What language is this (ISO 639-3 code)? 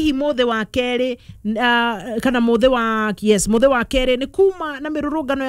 kik